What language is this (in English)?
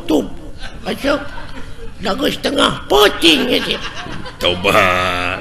Sundanese